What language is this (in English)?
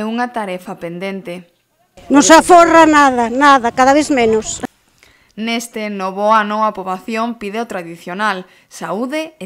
Galician